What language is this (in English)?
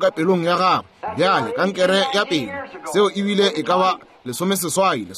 Northern Sotho